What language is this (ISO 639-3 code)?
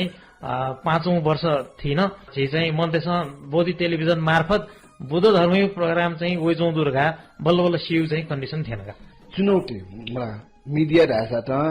new